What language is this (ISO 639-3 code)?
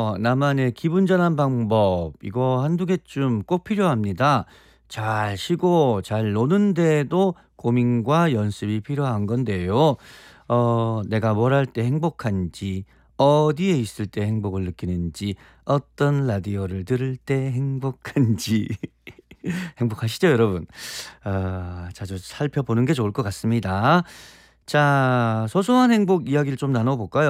kor